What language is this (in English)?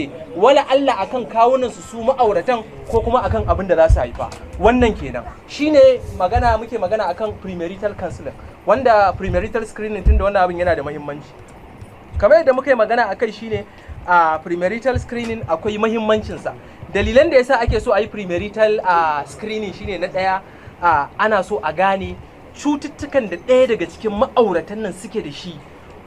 Hausa